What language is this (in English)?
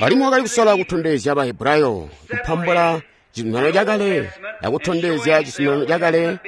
Tonga (Zambia)